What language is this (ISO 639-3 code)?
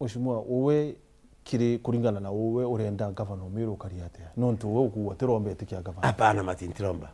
mer